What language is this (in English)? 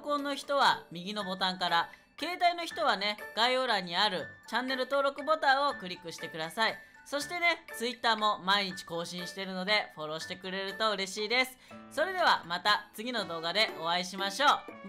Japanese